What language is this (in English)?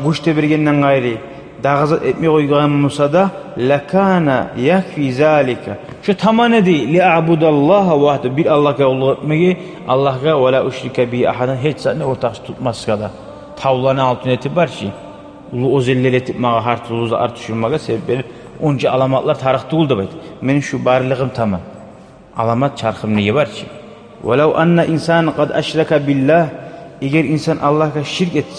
Kumyk